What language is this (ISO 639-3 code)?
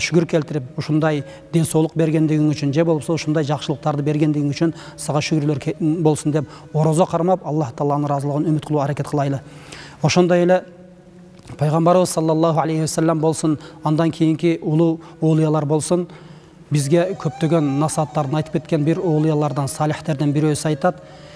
kir